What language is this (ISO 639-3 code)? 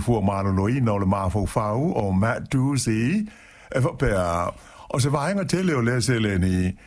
smo